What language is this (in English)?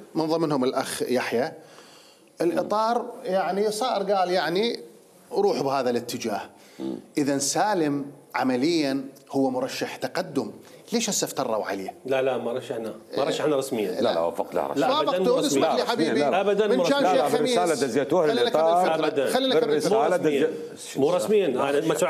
Mesopotamian Arabic